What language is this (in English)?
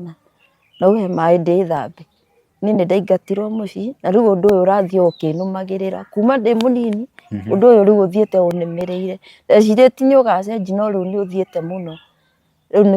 Kikuyu